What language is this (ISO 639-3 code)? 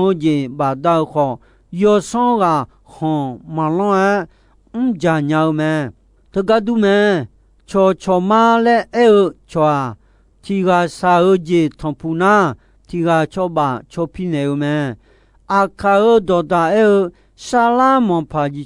ahk